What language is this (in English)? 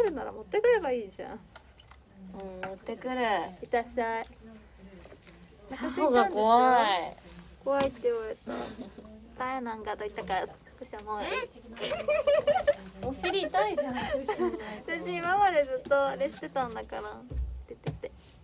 Japanese